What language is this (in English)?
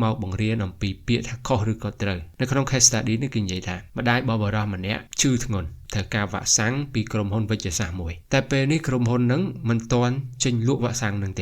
Khmer